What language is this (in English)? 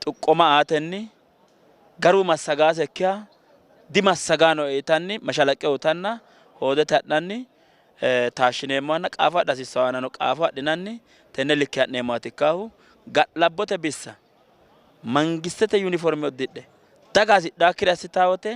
Sidamo